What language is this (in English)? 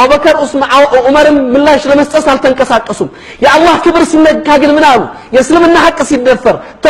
Amharic